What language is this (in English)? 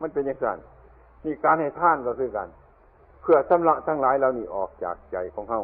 Northeastern Thai